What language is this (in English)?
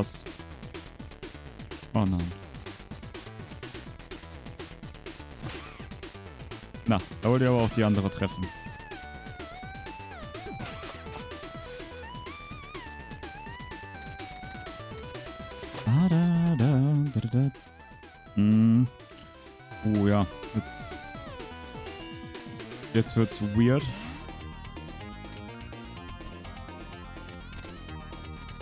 German